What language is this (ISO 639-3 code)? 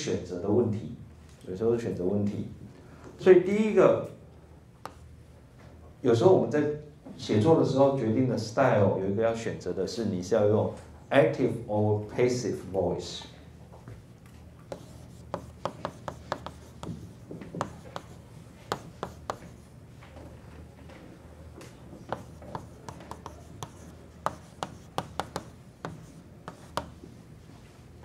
zho